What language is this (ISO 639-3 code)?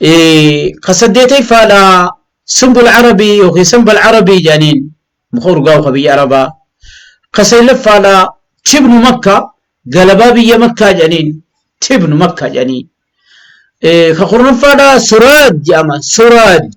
orm